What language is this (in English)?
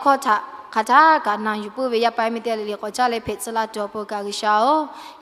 Lahu